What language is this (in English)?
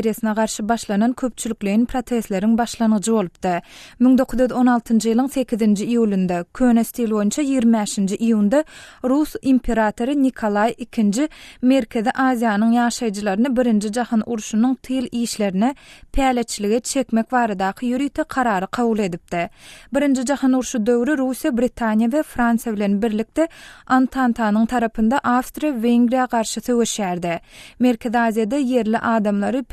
Turkmen